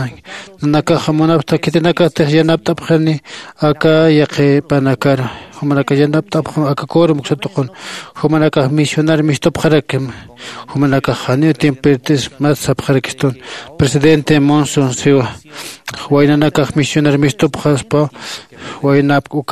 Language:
Aymara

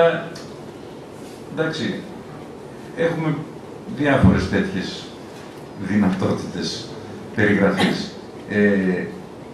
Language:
Greek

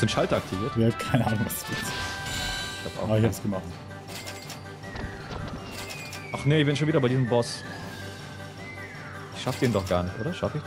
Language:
German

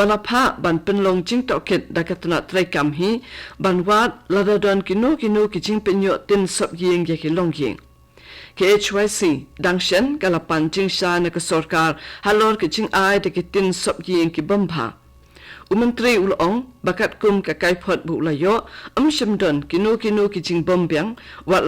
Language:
Khasi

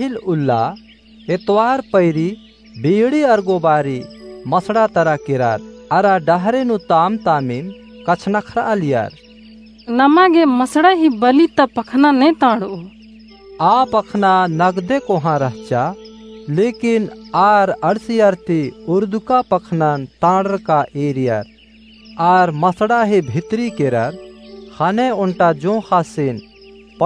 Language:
Kurukh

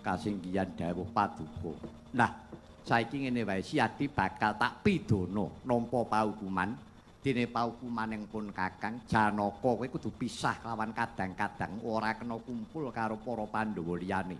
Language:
Javanese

